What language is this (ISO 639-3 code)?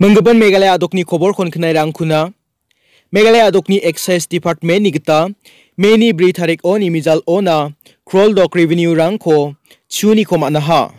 grt